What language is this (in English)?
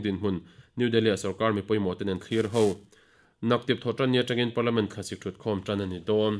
Mizo